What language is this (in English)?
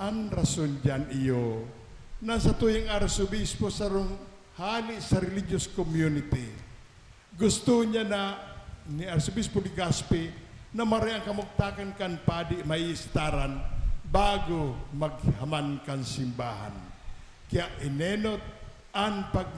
Bikol